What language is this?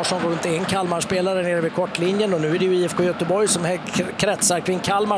Swedish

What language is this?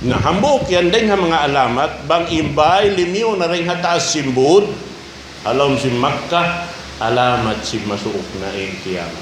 Tausug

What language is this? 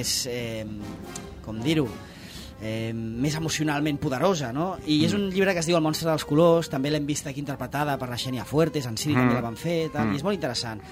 Catalan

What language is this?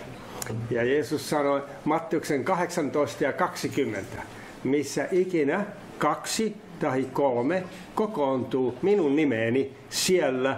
Finnish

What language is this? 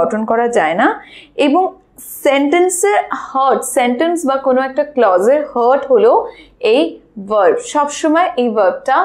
Bangla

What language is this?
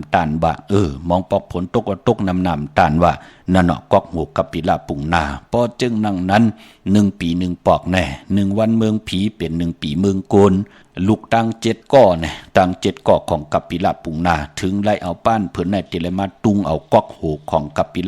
Shan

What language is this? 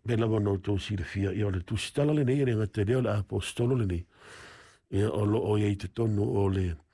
Samoan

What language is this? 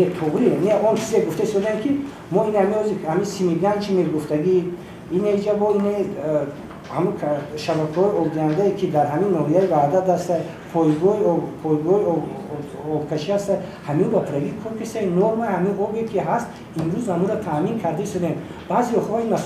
Tajik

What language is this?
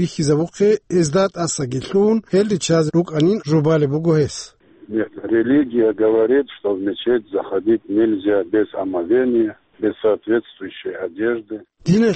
Avaric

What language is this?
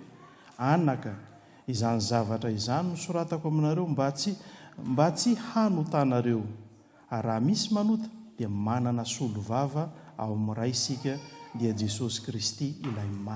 Malagasy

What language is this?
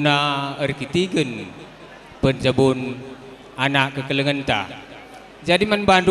Batak Karo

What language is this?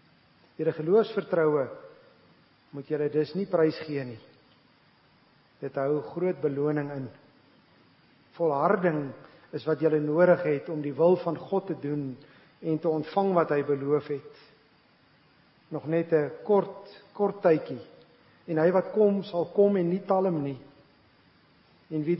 Afrikaans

